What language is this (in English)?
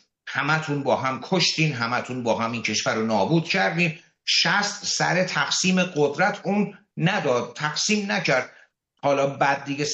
Persian